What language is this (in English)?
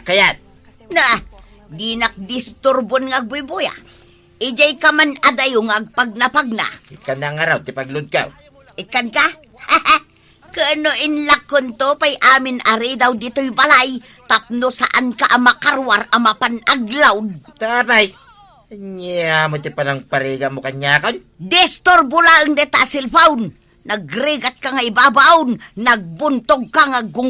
Iloko